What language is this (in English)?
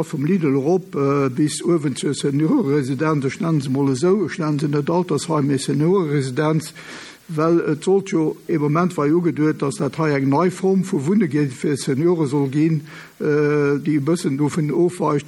Luxembourgish